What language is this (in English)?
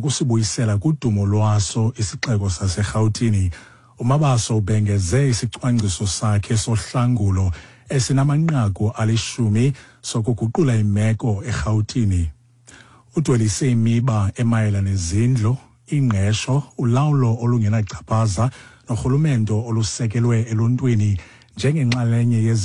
Xhosa